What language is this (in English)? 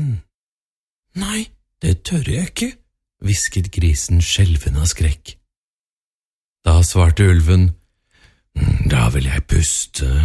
Norwegian